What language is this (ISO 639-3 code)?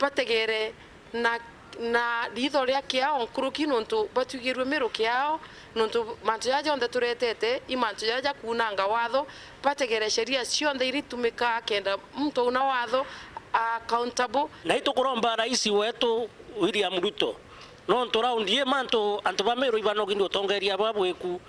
mer